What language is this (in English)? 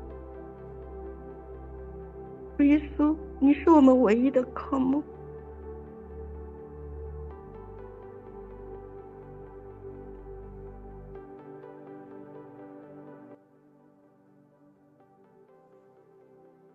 Chinese